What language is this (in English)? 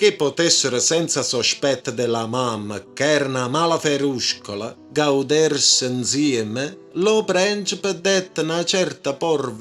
Neapolitan